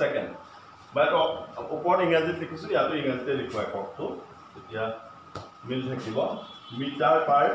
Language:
Assamese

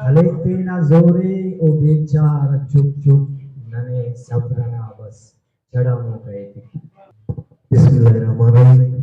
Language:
Brahui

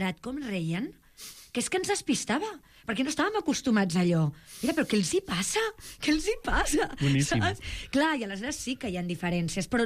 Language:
Catalan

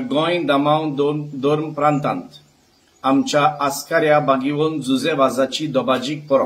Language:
Konkani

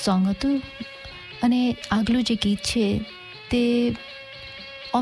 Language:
Gujarati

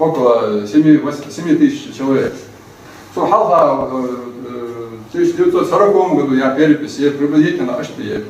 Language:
Ingush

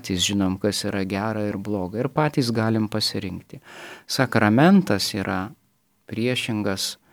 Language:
Lithuanian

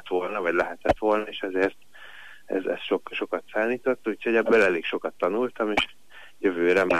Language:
Hungarian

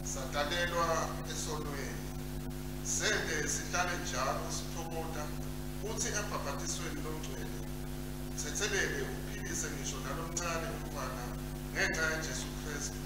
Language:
Swati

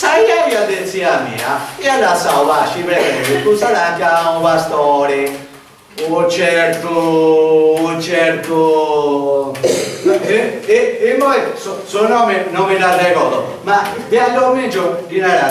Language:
Sardinian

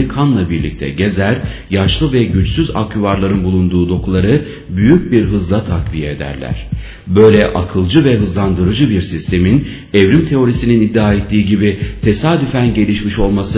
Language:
Turkish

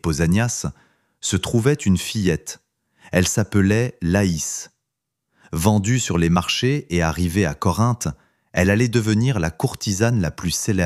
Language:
French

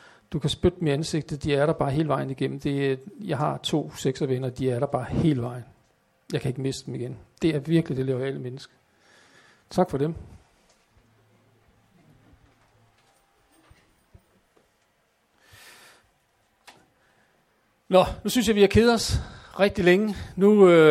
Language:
Danish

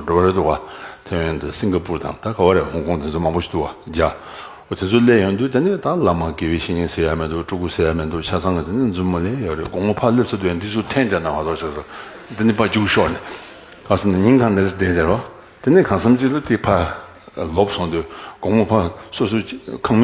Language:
Tibetan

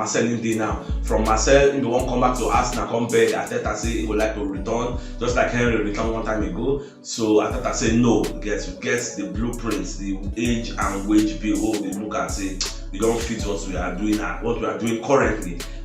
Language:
Nigerian Pidgin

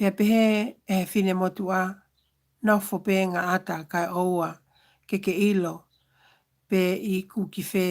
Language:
Tongan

